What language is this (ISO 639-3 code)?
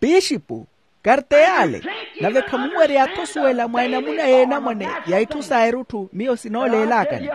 vmw